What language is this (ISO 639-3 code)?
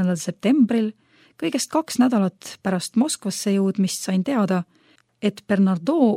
est